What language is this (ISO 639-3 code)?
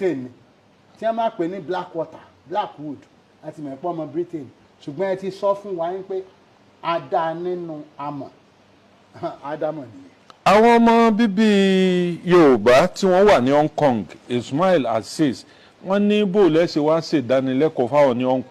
yor